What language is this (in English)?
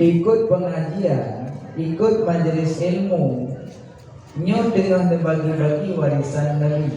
Achinese